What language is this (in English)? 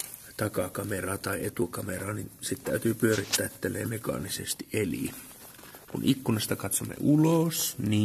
Finnish